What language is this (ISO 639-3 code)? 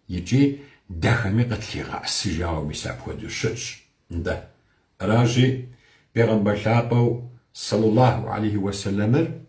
kbd